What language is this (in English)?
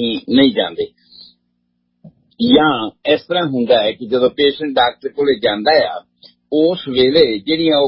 Punjabi